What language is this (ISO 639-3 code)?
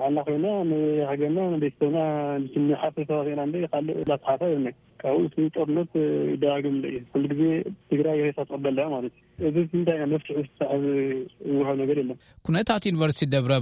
tir